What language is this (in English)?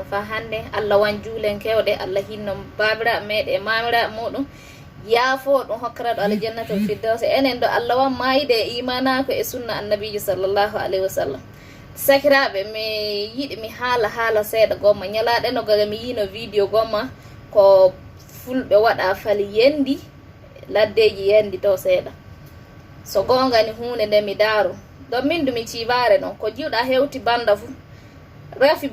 Fula